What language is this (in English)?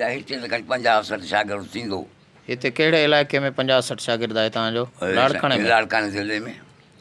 Sindhi